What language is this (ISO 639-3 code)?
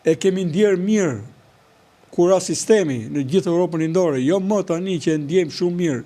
sqi